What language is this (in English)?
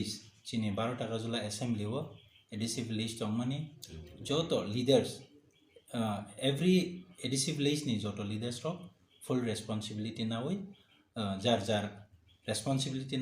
Kok Borok